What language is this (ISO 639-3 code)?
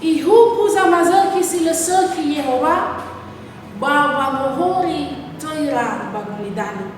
nia